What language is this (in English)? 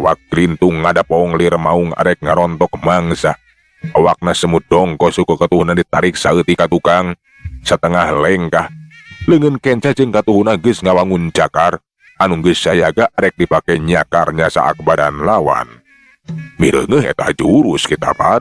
Sundanese